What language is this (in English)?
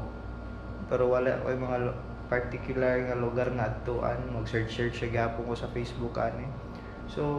Cebuano